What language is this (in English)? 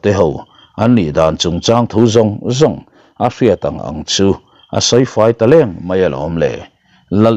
Mizo